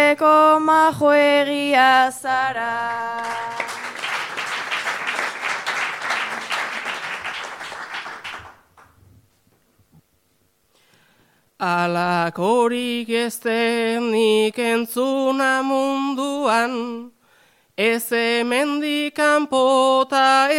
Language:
Basque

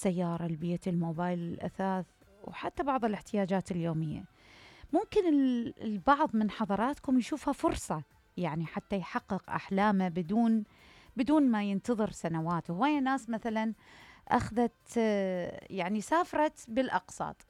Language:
Mesopotamian Arabic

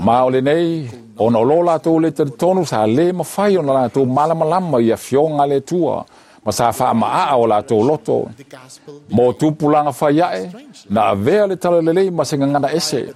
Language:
Samoan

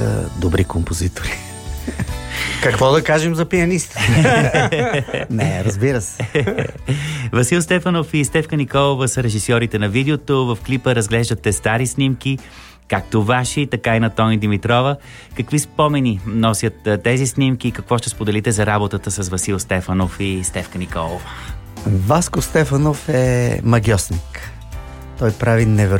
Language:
Bulgarian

